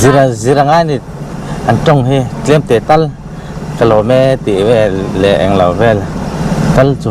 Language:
Mizo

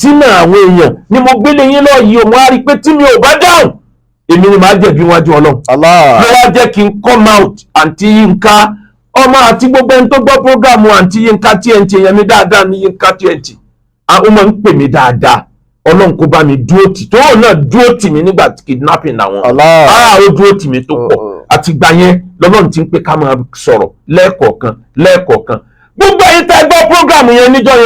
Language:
Yoruba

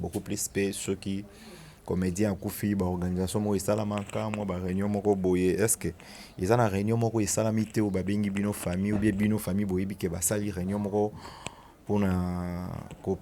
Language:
Lingala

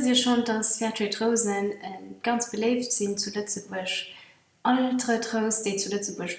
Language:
Luxembourgish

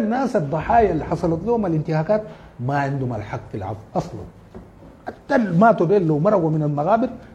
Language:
Sudanese Arabic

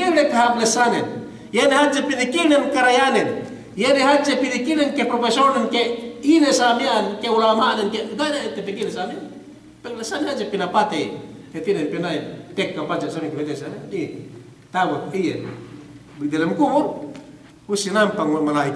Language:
Yakan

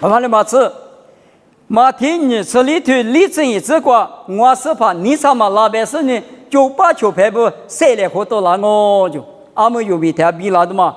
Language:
Lisu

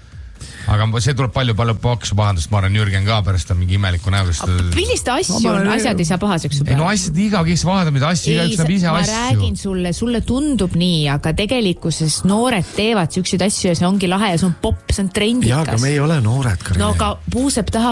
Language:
Estonian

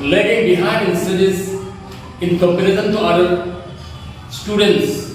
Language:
Karbi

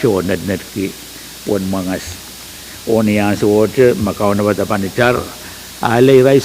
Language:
Pohnpeian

